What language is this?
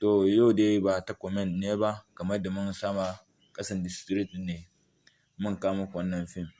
Hausa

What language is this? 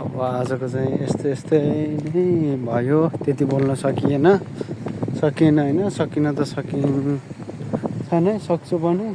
Nepali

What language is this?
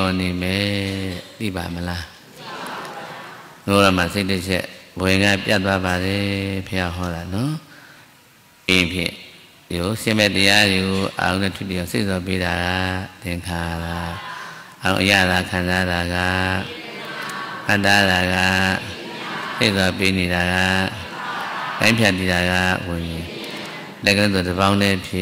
Burmese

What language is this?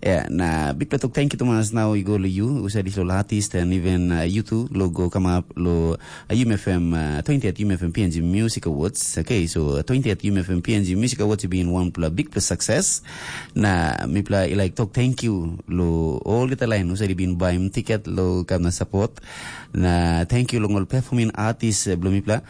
Tok Pisin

